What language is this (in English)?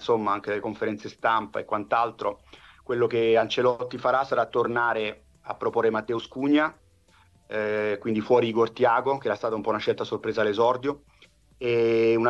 Italian